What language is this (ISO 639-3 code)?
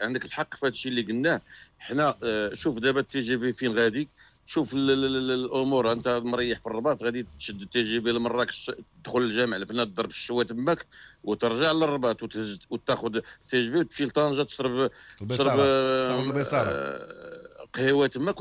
ary